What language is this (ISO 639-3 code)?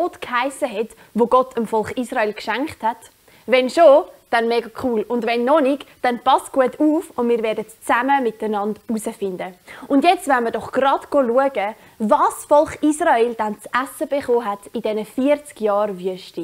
gsw